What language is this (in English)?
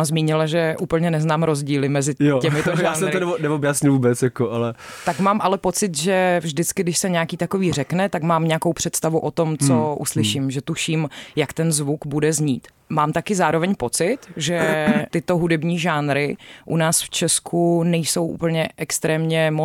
Czech